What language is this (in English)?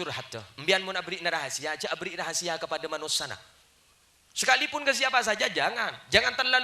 Madurese